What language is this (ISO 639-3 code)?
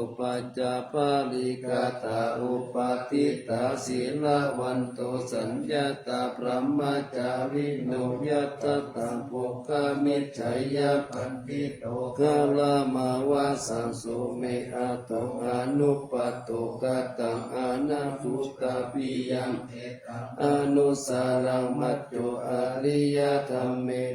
pli